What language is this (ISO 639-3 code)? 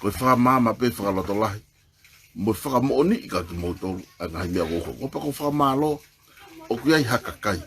ton